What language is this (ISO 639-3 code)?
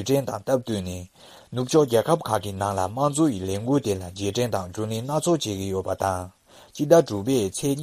bod